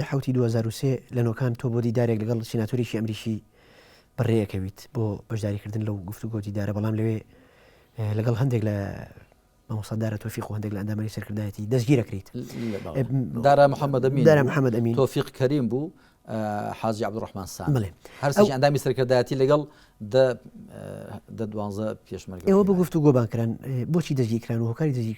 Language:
Central Kurdish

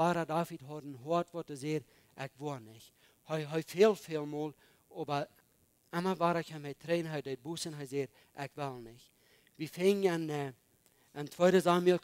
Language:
Plautdietsch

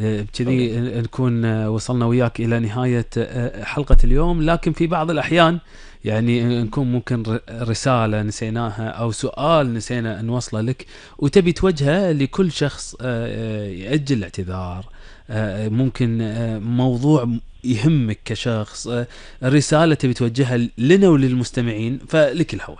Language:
Gulf Arabic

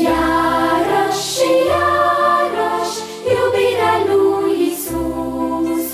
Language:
Romanian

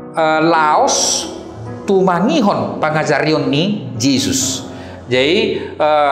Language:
Batak Toba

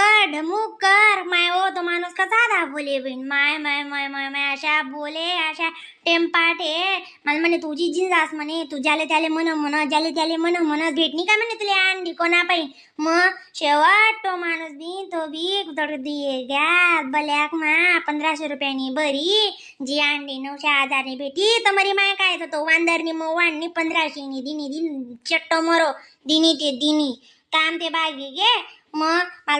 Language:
Khandesi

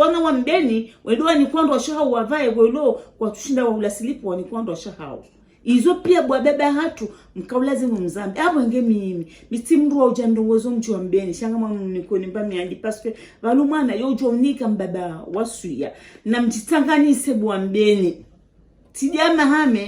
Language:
Ngazidja Comorian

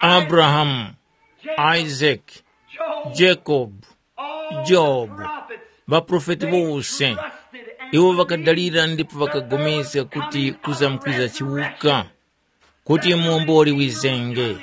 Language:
Tumbuka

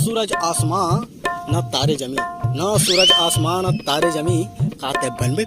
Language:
Chhattisgarhi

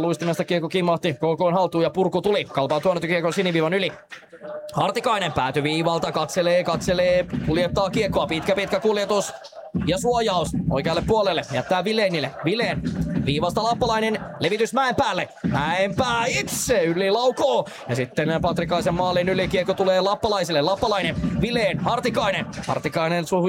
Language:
Finnish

